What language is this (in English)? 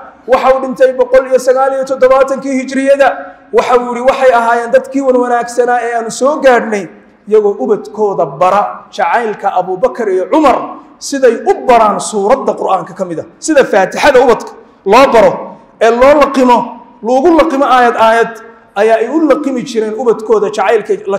Somali